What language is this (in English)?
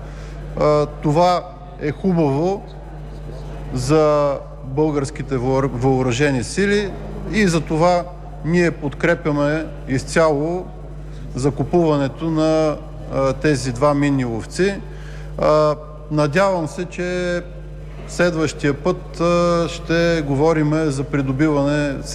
Bulgarian